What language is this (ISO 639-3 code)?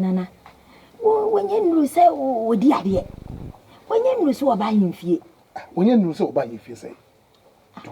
aka